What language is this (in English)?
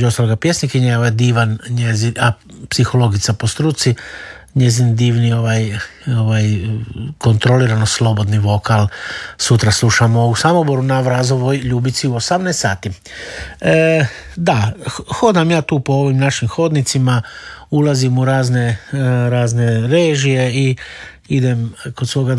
Croatian